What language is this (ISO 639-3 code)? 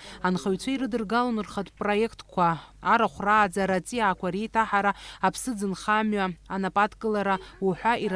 abk